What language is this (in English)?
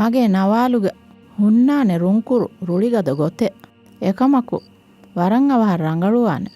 Divehi